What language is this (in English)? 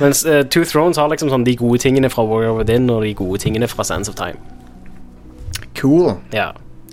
Norwegian